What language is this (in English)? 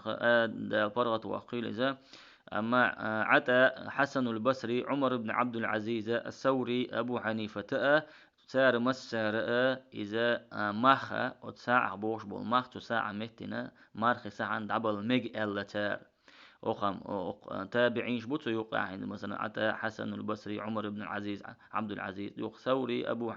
Chechen